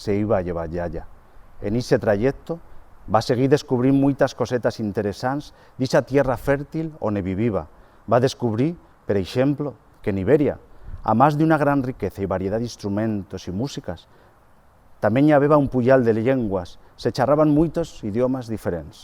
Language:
Aragonese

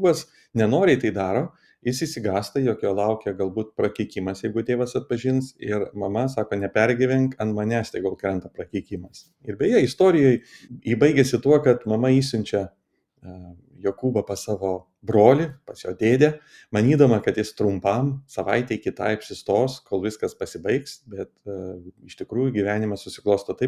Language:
Lithuanian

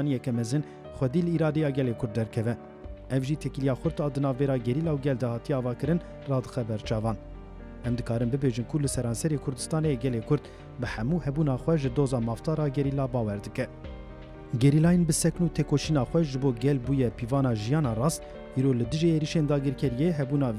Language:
Kurdish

